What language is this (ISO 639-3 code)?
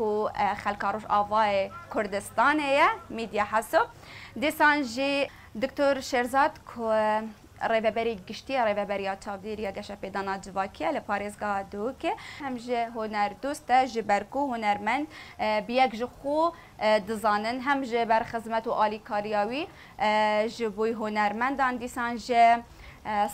kur